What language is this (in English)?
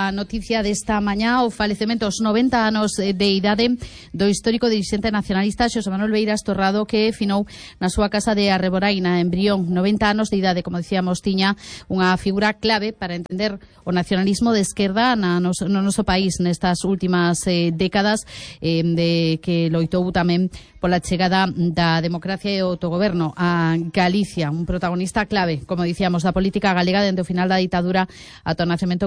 Galician